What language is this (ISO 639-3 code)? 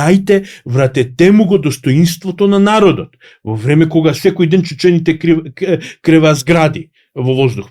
mkd